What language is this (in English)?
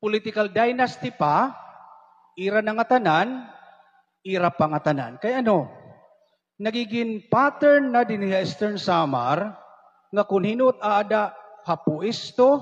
Waray